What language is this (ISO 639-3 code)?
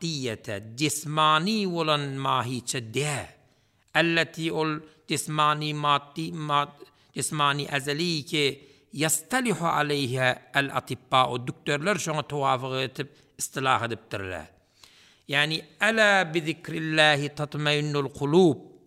tuk